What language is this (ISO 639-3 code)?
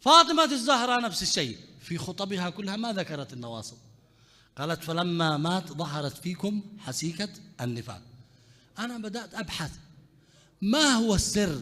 acm